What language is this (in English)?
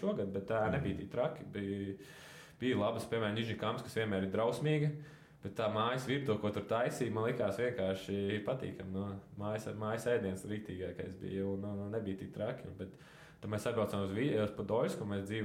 Latvian